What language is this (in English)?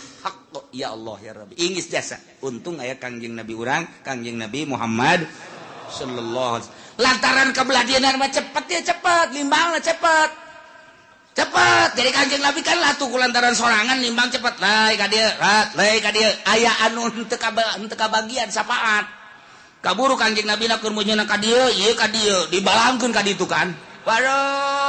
Sundanese